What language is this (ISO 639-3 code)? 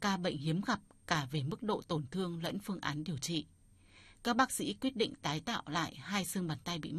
vie